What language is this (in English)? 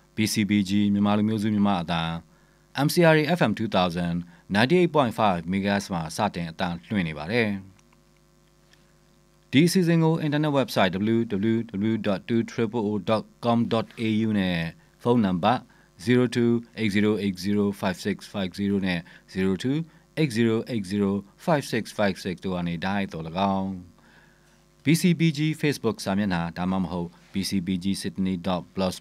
Burmese